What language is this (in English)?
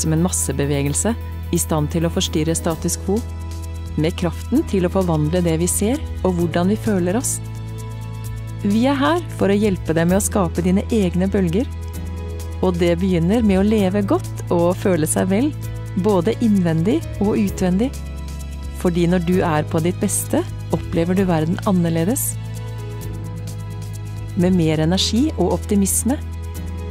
Norwegian